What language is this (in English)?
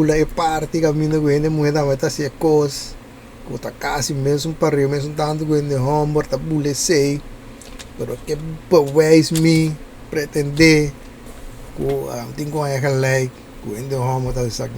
Papiamento